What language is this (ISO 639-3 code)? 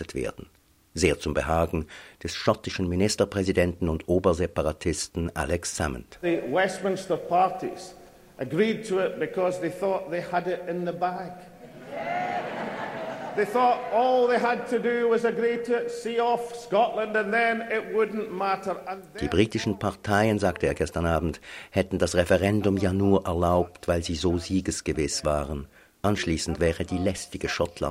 deu